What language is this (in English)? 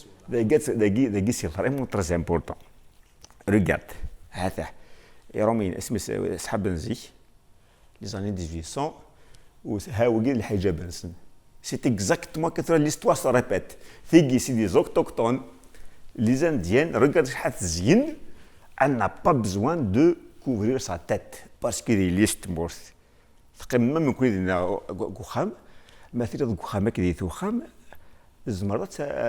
Kabyle